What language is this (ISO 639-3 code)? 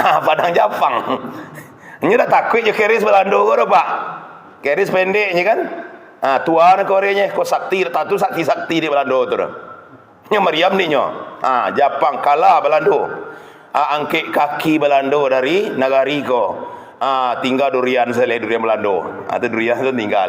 min